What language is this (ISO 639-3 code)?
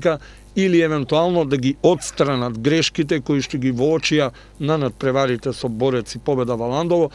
mkd